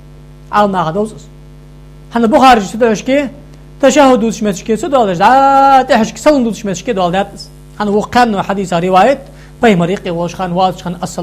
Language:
Ingush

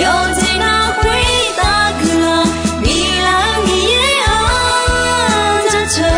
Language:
Akha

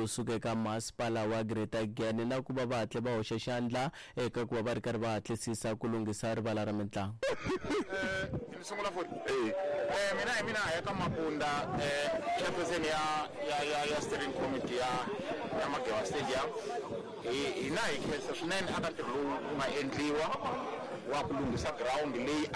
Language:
Tsonga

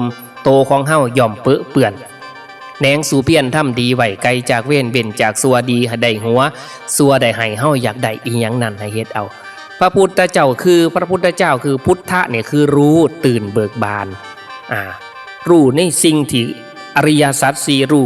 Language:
Northeastern Thai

